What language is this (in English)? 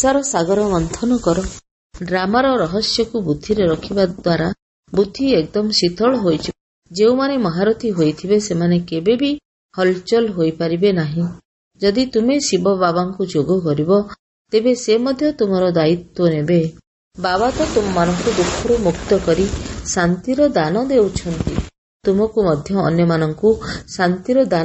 Odia